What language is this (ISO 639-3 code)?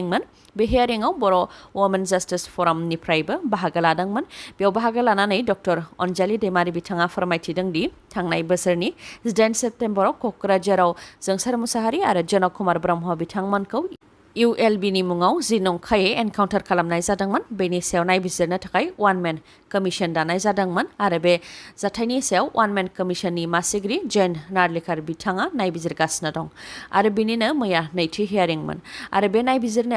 brx